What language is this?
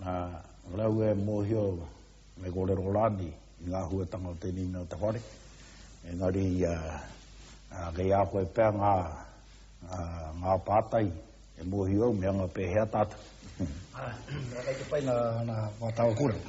Māori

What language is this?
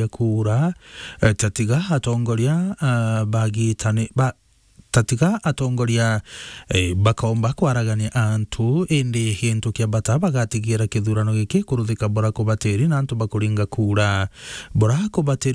Meru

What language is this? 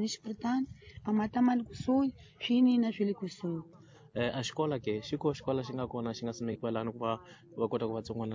Tsonga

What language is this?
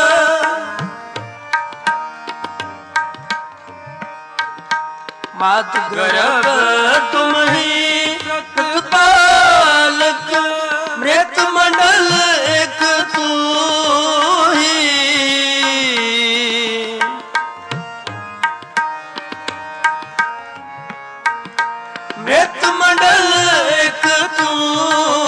Punjabi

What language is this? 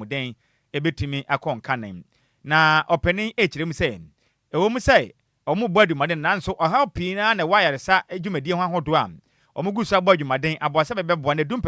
Akan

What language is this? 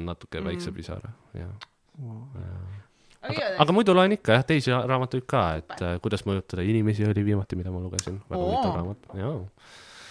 Estonian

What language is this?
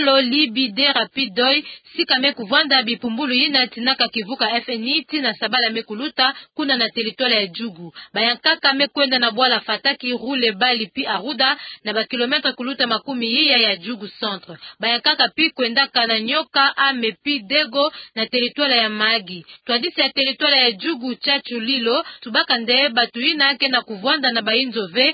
Kituba (Democratic Republic of Congo)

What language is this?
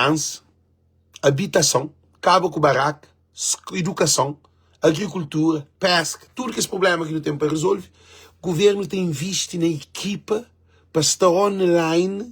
Kabuverdianu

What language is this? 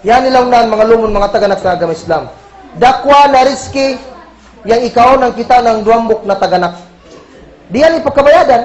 Kagan Kalagan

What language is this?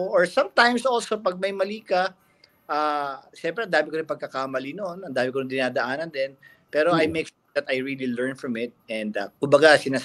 Filipino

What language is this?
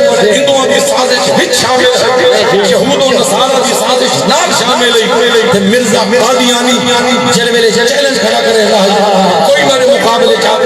Saraiki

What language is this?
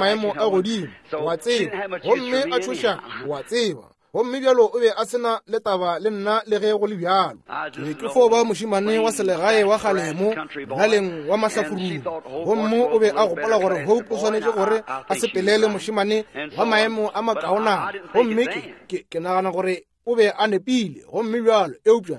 Northern Sotho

